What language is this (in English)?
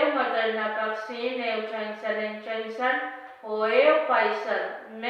Pohnpeian